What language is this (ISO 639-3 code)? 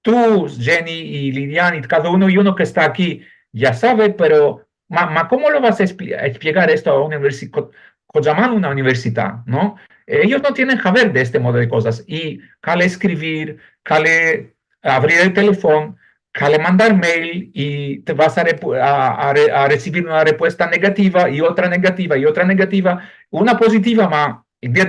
lad